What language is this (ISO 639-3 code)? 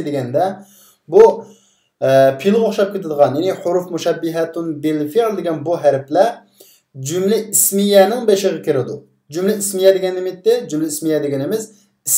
uig